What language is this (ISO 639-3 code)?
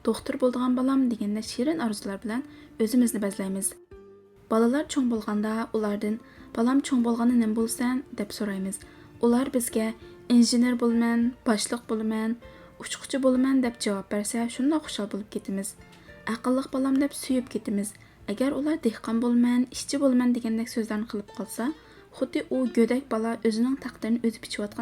uig